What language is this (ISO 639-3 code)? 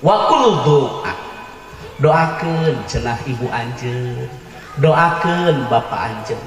sun